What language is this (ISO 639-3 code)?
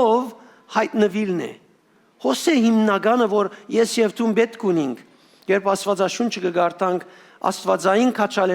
hyw